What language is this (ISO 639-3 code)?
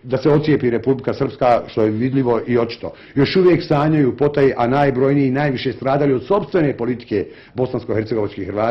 bos